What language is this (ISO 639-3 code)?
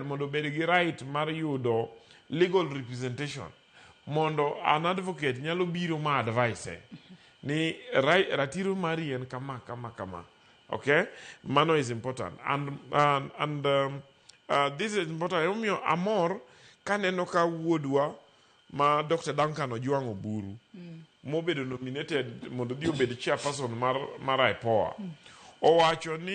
luo